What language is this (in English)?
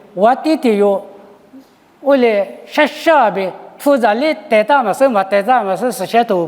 Lisu